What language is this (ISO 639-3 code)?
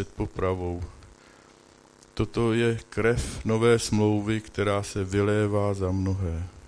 ces